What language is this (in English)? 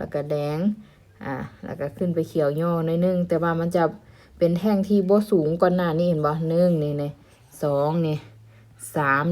Lao